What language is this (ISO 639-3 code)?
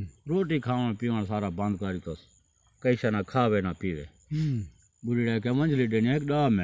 skr